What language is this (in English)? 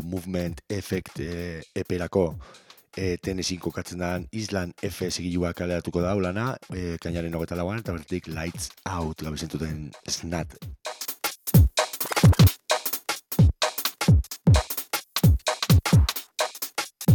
Basque